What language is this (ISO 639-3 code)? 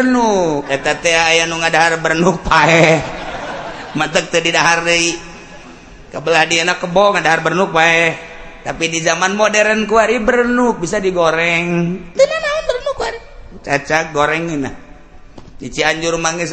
sun